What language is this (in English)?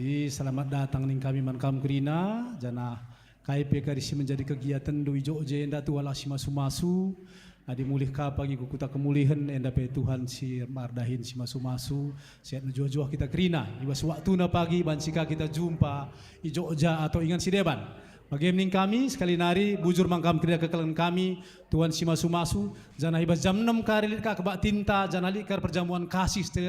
Batak Karo